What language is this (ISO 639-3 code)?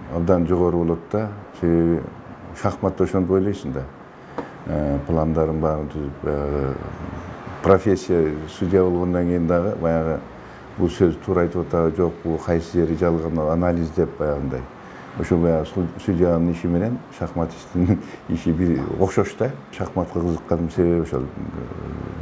kir